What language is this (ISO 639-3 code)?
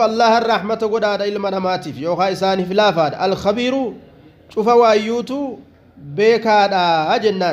orm